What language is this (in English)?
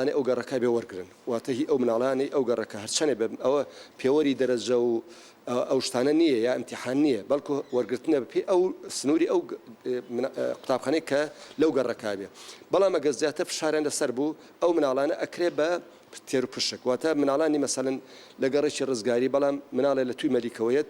Central Kurdish